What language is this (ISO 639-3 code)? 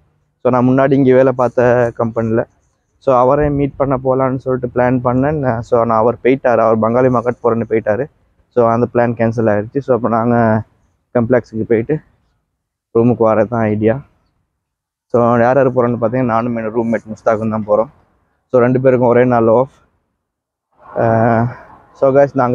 tam